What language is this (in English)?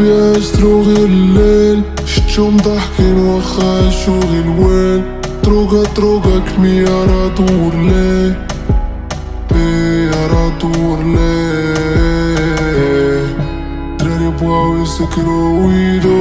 Moroccan Arabic